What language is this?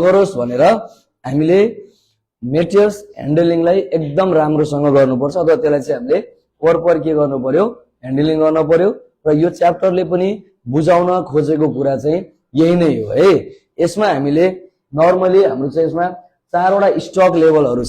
Nepali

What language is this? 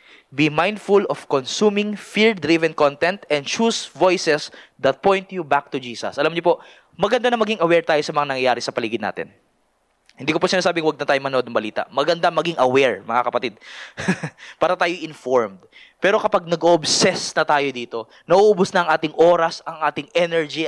Filipino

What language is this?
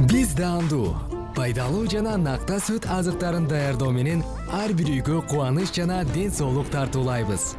Kyrgyz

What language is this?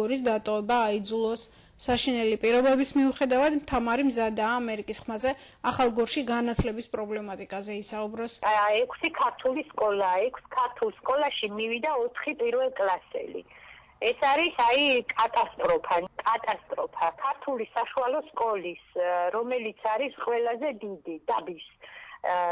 Georgian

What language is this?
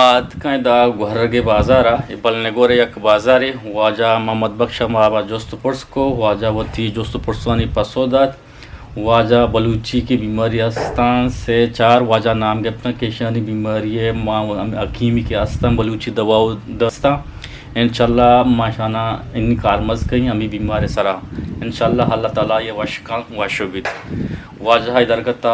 Eastern Balochi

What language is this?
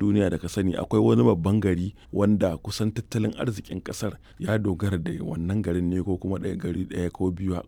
Hausa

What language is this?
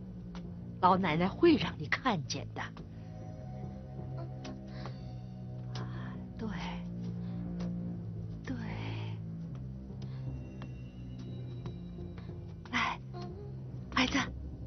Chinese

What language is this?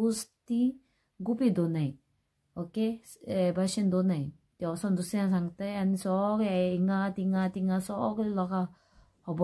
Konkani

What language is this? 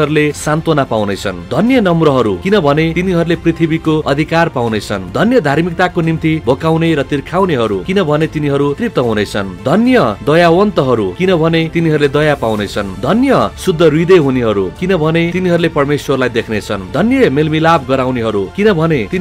Nepali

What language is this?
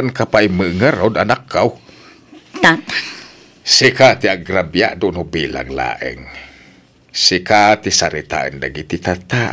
Iloko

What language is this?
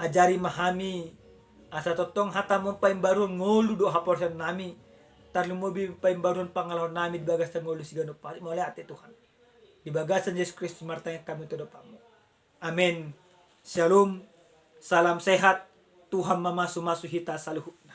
Batak Toba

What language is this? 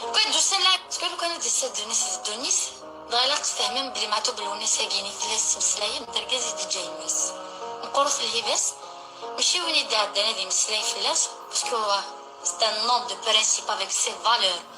Kabyle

